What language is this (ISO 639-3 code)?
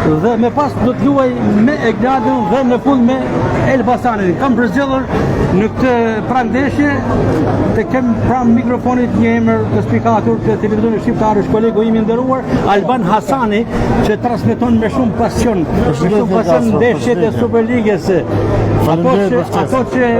sqi